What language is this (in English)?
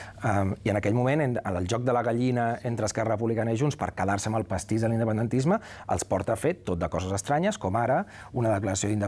Catalan